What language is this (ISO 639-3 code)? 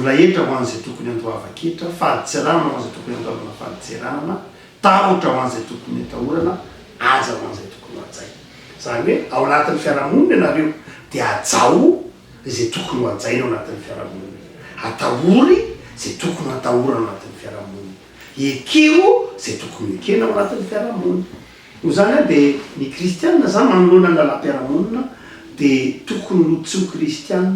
mlg